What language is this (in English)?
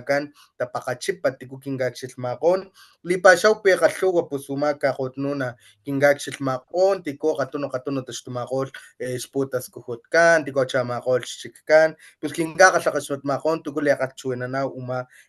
Papantla Totonac